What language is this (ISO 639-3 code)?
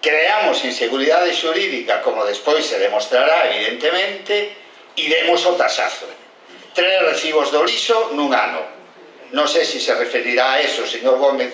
glg